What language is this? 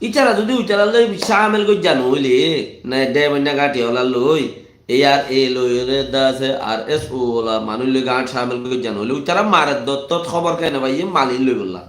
Rohingya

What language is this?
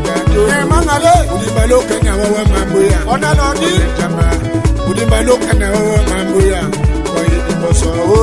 Tetela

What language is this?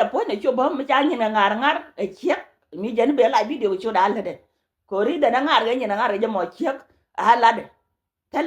Nuer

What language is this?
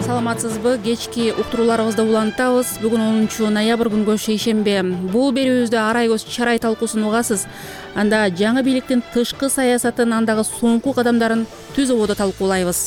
Kyrgyz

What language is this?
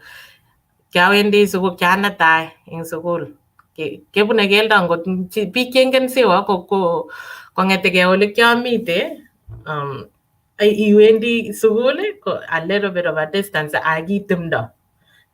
Kalenjin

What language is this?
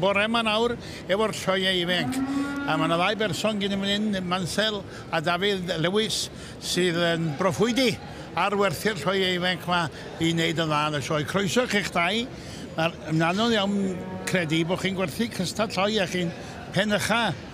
Welsh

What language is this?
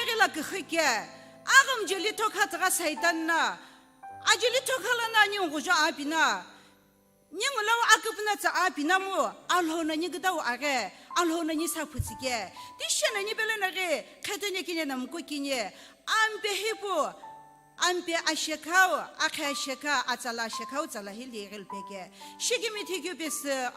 Sumi Naga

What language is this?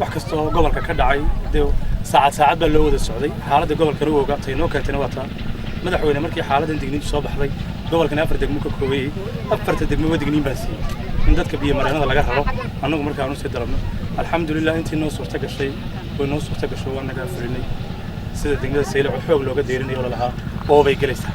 Somali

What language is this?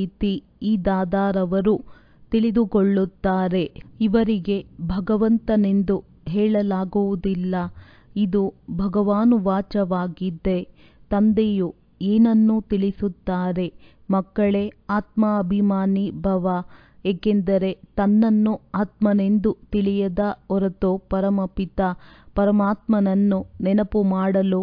Kannada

